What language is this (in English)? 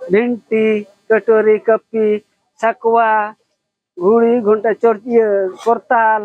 Santali